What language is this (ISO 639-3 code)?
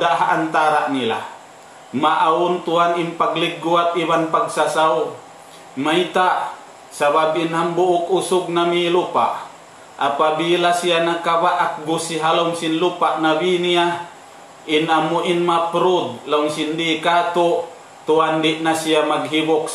tsg